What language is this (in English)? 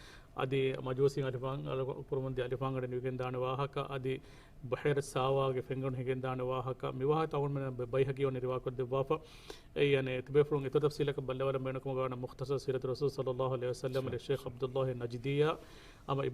Divehi